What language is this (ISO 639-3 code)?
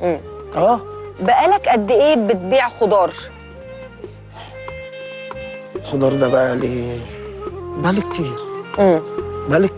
arz